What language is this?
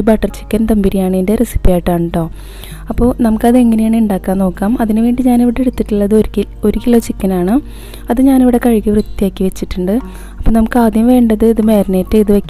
Malayalam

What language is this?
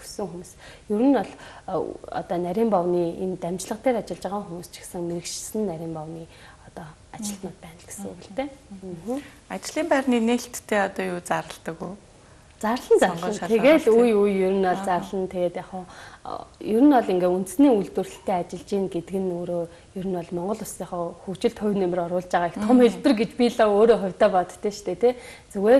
Mongolian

